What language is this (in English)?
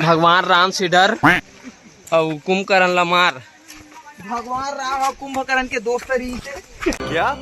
Chhattisgarhi